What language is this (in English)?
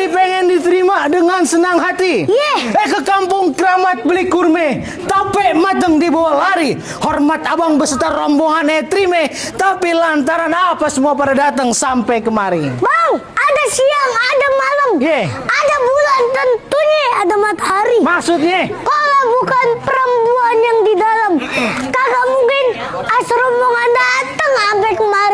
Betawi